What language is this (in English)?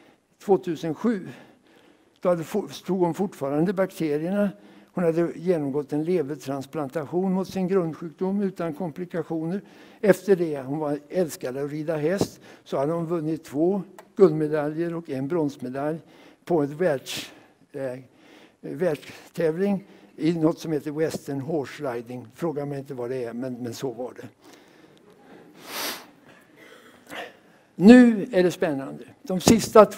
Swedish